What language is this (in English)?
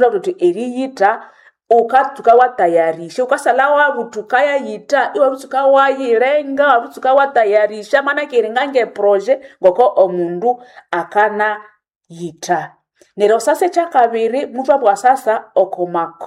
Nande